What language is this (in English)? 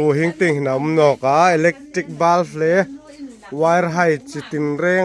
Hmar